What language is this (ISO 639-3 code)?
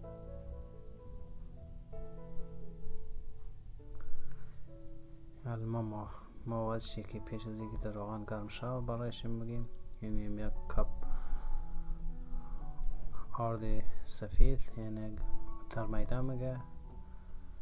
fas